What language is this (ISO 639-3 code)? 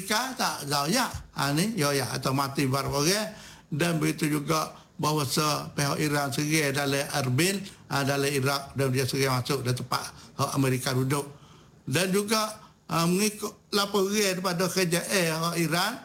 msa